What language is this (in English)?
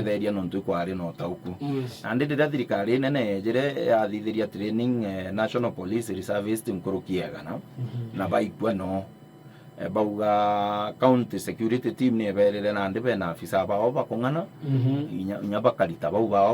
Meru